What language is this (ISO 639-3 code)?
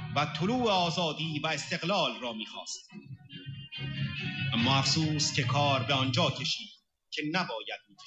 fas